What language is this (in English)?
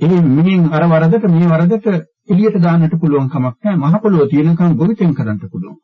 Sinhala